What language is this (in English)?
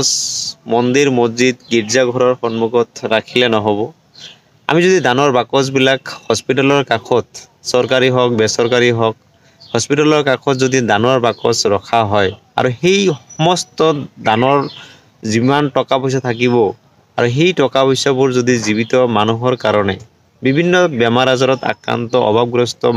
Assamese